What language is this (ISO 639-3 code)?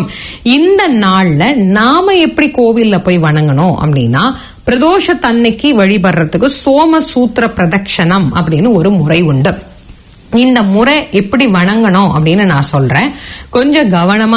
tam